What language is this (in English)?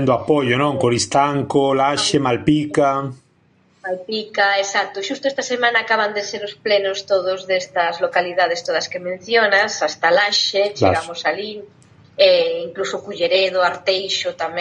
Galician